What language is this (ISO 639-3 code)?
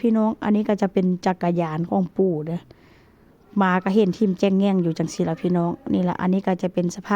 tts